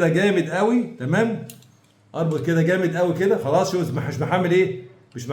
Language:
Egyptian Arabic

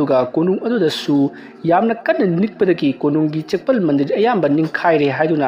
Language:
Manipuri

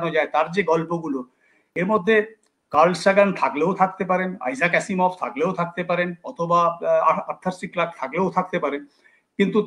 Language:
Bangla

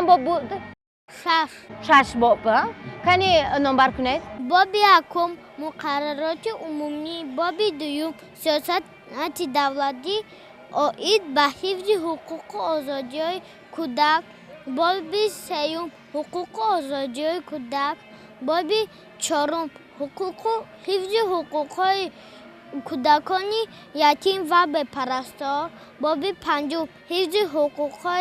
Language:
Tajik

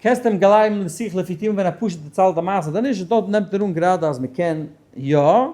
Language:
Yiddish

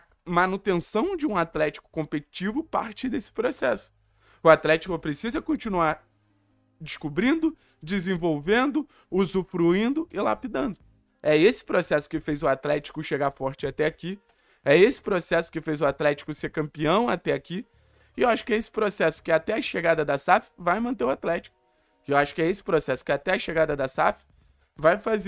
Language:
Portuguese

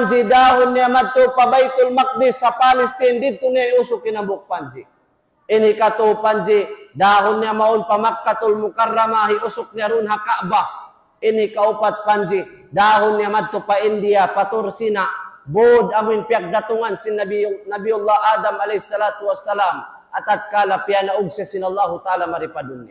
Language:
Tausug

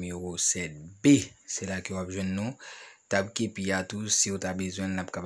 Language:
Haitian Creole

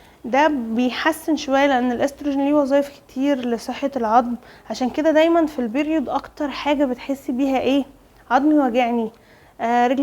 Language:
Egyptian Arabic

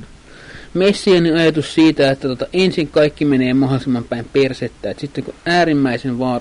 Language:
Finnish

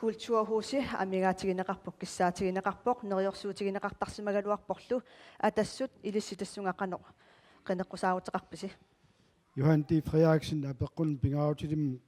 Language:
Kalaallisut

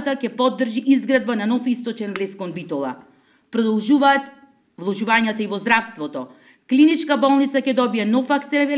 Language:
Macedonian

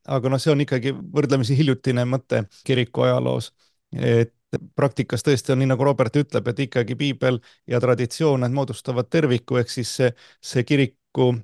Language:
Estonian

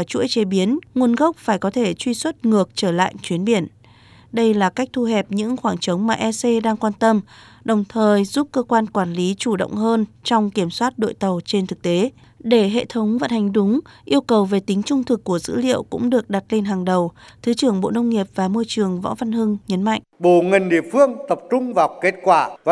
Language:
Vietnamese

